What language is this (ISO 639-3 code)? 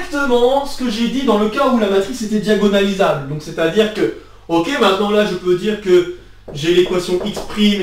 fra